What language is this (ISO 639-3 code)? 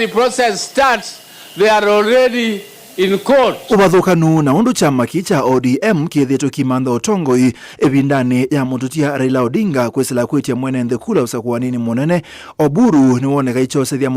kam